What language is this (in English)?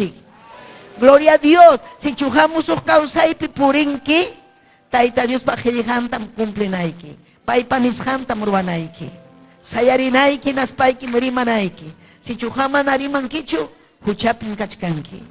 Ayacucho Quechua